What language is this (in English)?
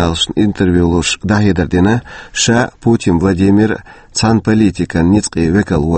Chechen